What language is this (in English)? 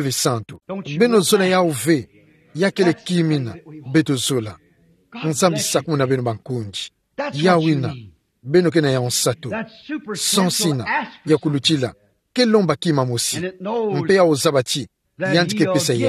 Kituba (Democratic Republic of Congo)